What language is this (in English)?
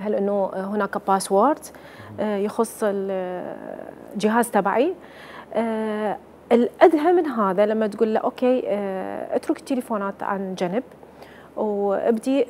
Mesopotamian Arabic